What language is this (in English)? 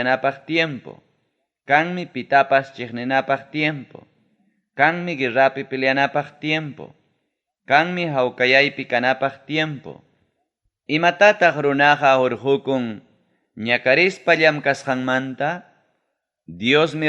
Ayacucho Quechua